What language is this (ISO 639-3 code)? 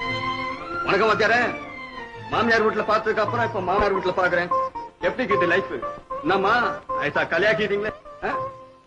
tam